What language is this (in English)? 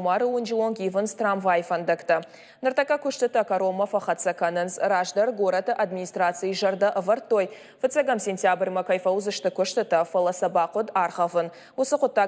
Ossetic